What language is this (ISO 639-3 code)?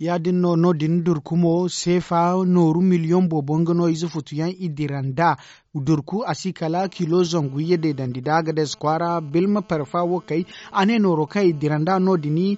dje